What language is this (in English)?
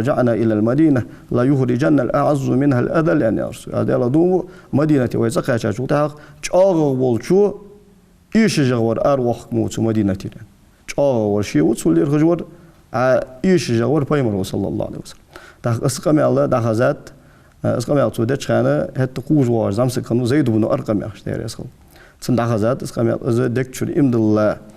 Ingush